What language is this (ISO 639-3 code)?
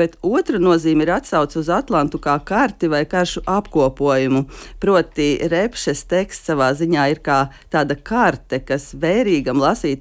lav